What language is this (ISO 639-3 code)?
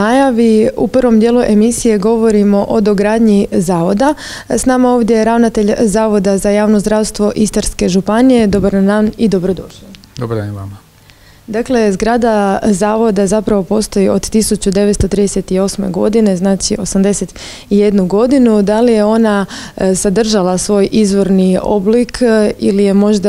hrv